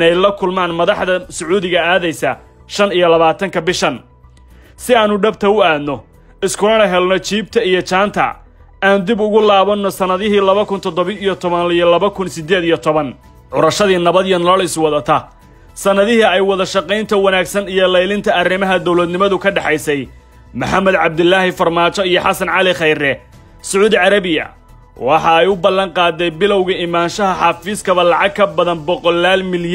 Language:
Somali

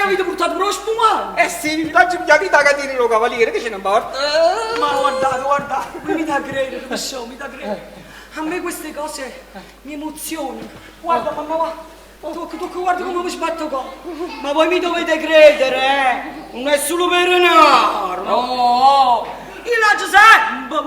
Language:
Neapolitan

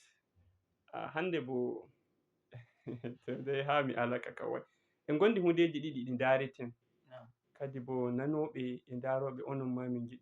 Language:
Fula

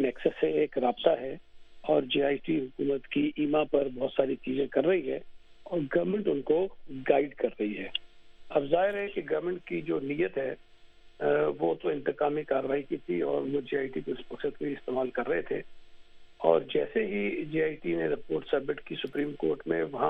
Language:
Urdu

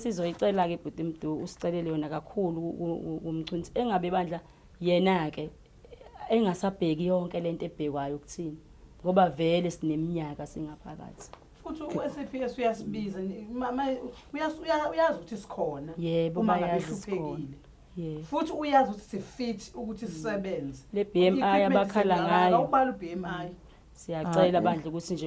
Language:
Zulu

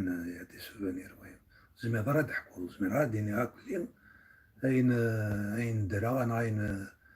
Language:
Kabyle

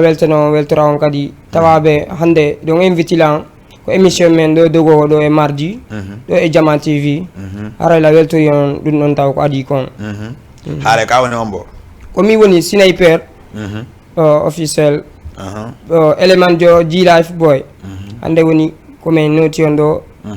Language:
Fula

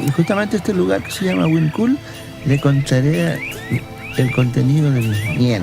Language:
Mapuche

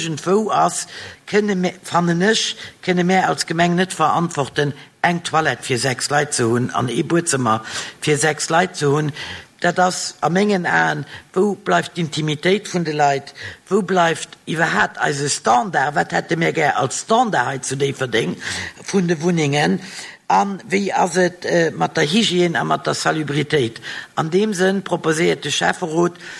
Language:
Luxembourgish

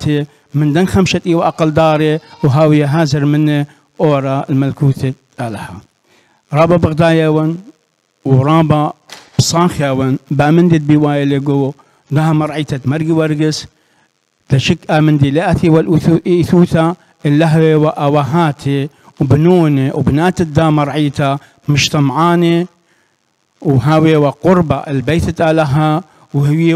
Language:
Assyrian Neo-Aramaic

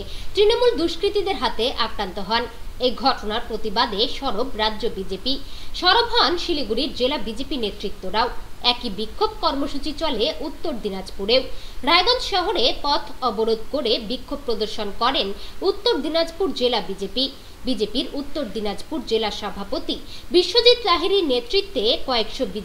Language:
Bangla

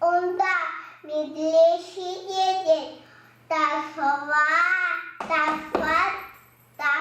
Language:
Chuvash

